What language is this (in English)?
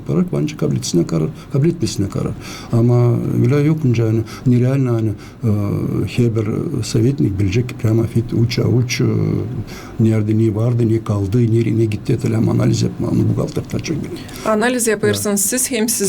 Gagauz